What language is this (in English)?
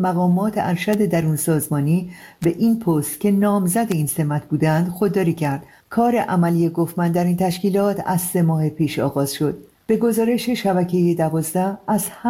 Persian